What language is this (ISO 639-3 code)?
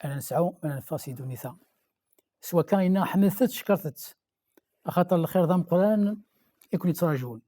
kab